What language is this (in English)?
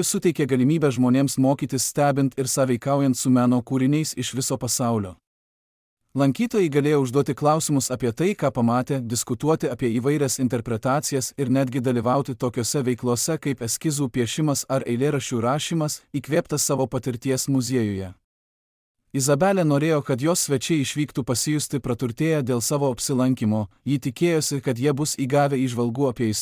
Lithuanian